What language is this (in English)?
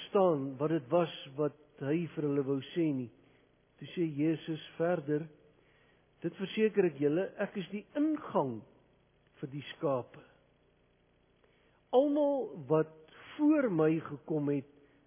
Afrikaans